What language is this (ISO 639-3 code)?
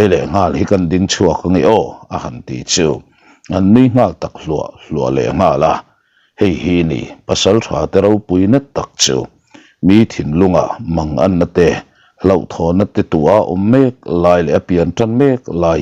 lus